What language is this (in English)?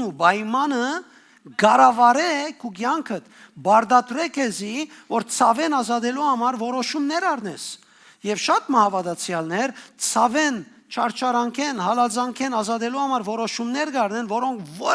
Western Armenian